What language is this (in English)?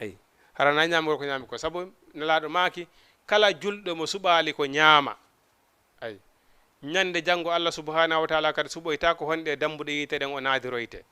Fula